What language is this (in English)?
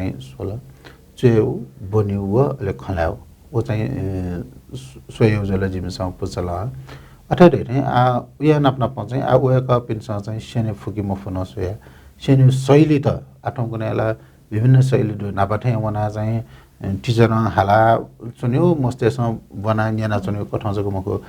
Newari